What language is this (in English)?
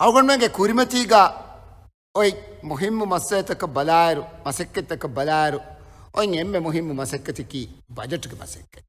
Divehi